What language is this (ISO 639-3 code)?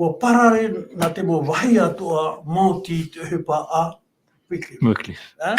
tah